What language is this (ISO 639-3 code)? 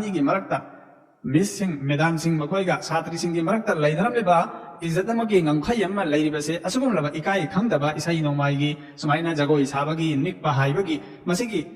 mni